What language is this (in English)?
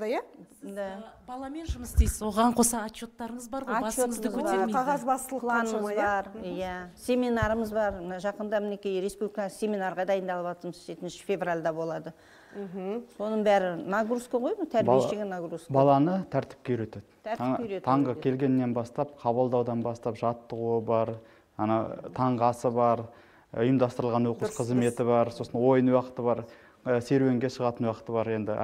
Kazakh